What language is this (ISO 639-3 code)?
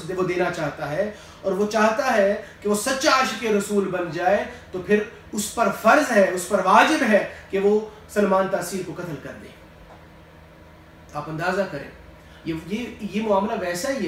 urd